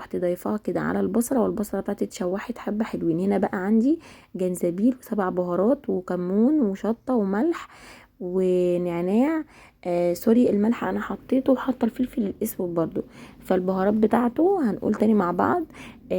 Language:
Egyptian Arabic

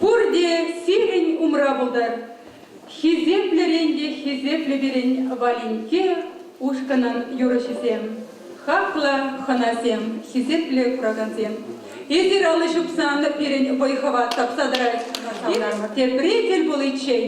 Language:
Chuvash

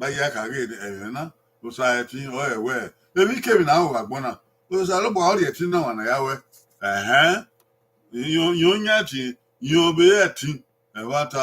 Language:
Bini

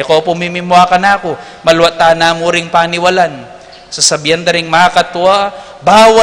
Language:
Pampanga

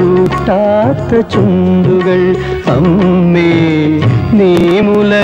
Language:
Malayalam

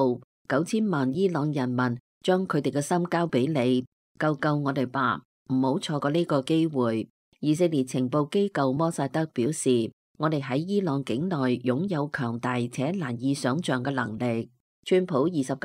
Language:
Cantonese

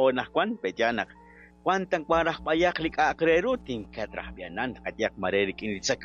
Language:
Kekchí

